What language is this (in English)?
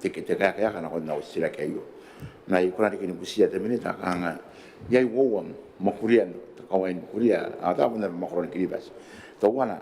Gilbertese